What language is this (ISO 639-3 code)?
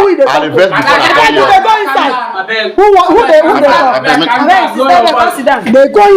pcm